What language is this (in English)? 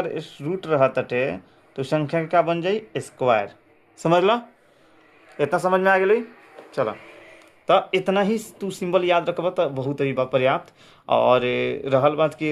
Bhojpuri